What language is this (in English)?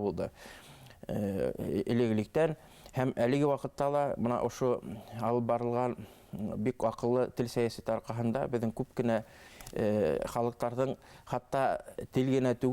Bashkir